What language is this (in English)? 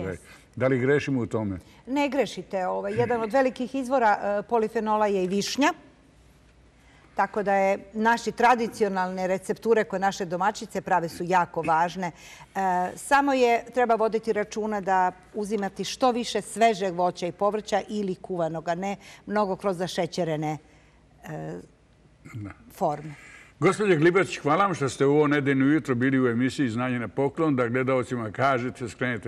Serbian